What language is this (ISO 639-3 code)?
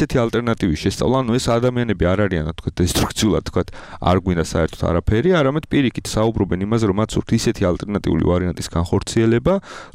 kat